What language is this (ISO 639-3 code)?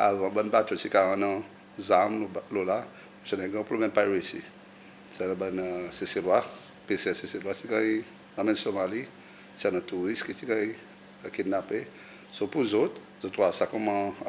crs